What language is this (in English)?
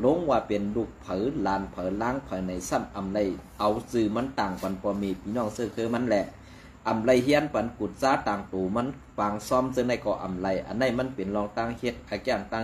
Shan